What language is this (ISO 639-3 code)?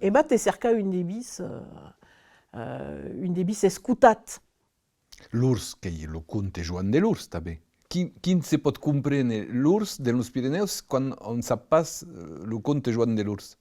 oci